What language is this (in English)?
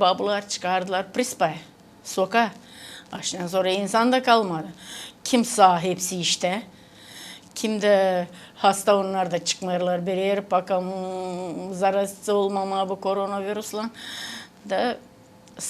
Gagauz